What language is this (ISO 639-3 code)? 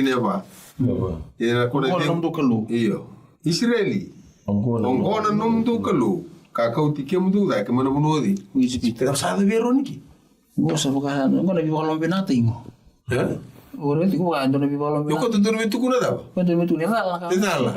fij